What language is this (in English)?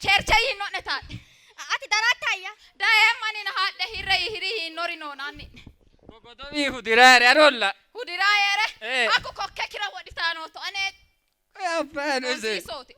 Sidamo